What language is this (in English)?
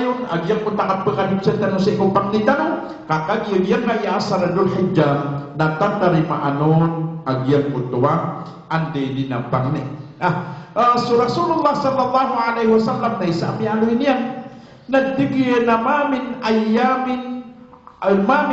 Maranao